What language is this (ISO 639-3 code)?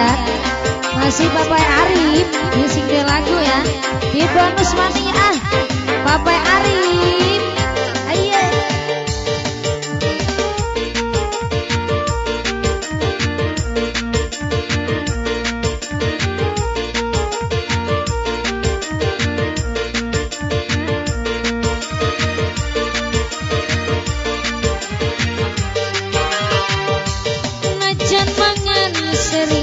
jav